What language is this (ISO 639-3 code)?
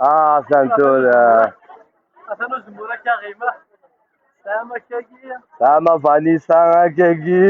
kab